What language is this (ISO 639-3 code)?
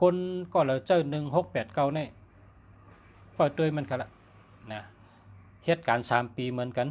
shn